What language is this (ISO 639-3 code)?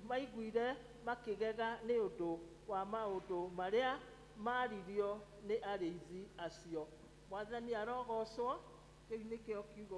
kik